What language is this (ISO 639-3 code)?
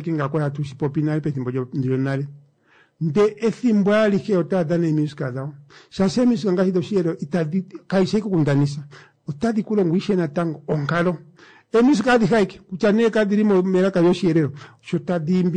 kua